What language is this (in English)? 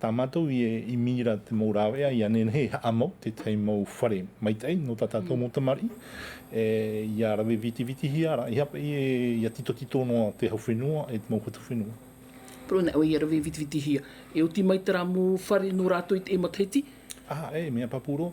Tahitian